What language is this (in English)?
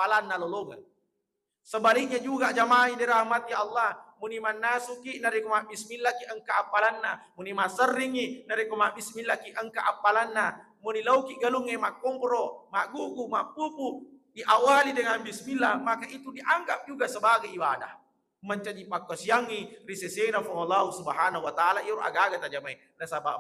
Buginese